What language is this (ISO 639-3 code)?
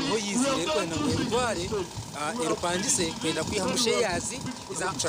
nyn